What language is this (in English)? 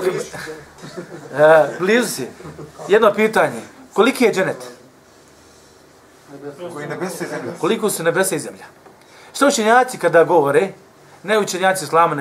Bosnian